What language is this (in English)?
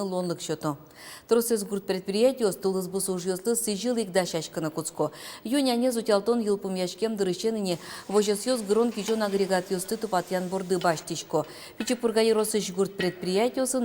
Udmurt